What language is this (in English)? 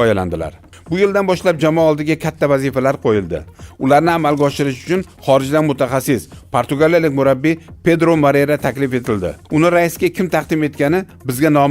Uzbek